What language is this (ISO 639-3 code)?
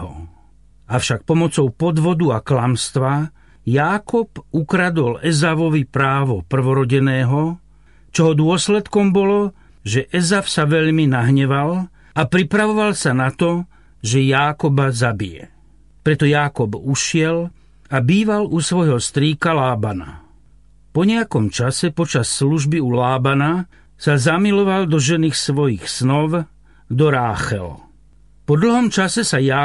slk